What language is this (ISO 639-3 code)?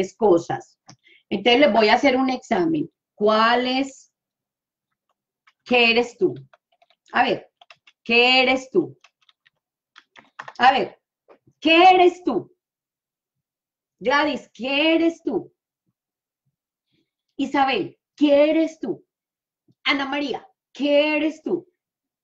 spa